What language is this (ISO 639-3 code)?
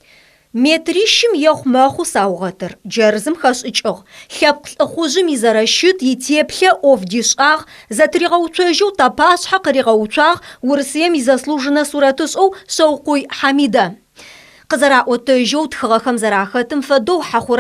ady